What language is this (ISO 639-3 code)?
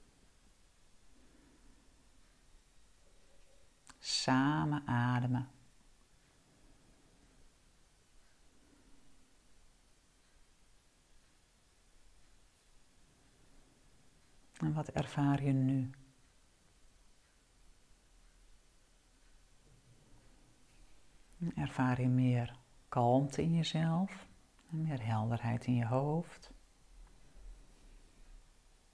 nld